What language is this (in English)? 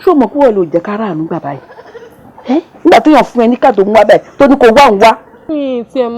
Yoruba